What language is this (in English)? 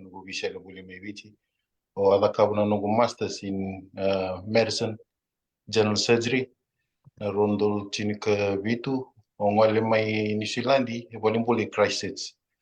Fijian